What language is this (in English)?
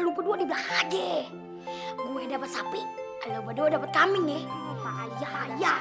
Betawi